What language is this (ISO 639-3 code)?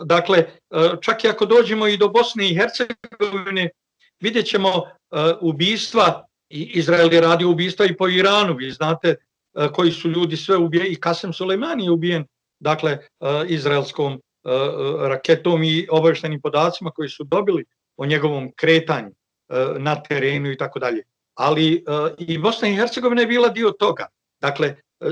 bos